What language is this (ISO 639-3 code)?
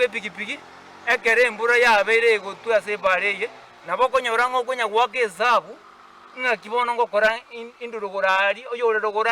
guz